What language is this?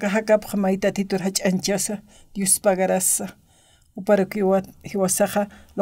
Aymara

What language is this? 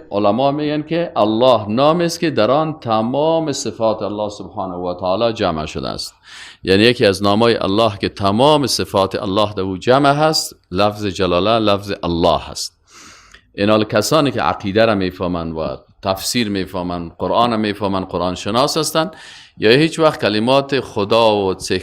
Persian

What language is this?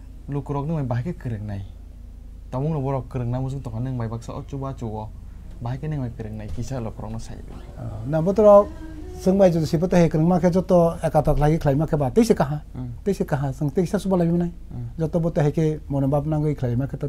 Kok Borok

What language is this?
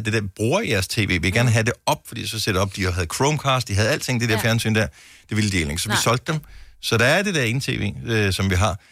Danish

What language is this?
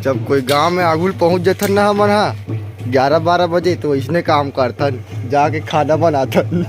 Chhattisgarhi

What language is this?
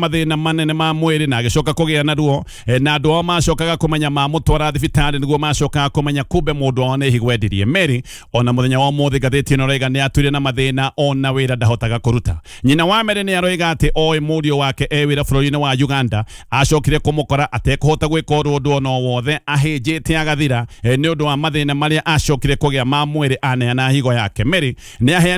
Kikuyu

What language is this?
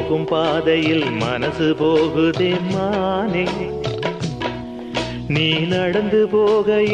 Tamil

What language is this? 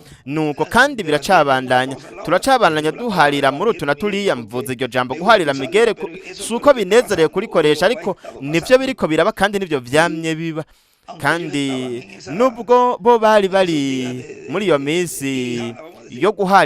Rundi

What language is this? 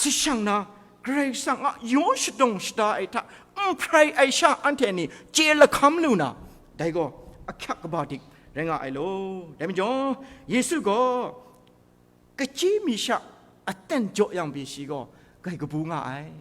Kachin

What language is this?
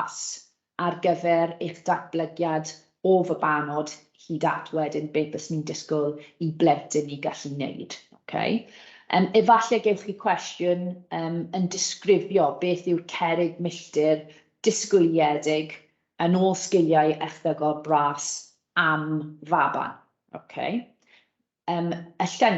Welsh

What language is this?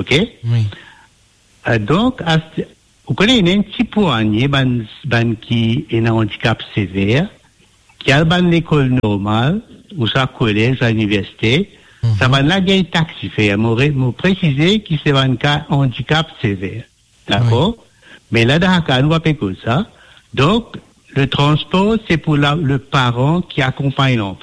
Morisyen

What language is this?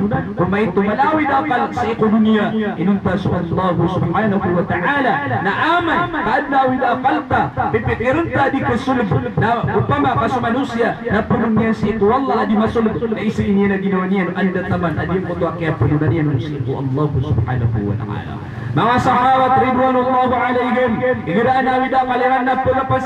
Maranao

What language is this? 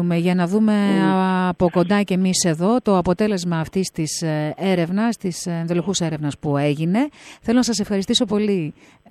Greek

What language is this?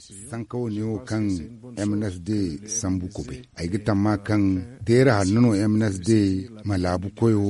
Zarma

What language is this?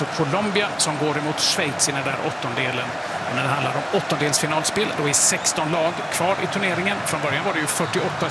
Swedish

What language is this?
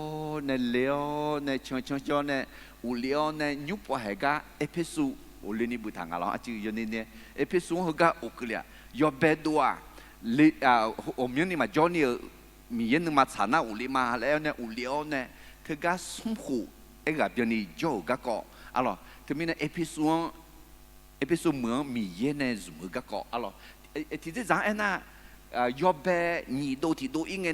Akha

